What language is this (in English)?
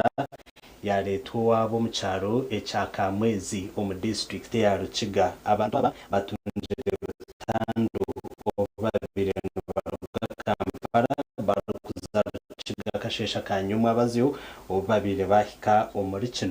Nyankole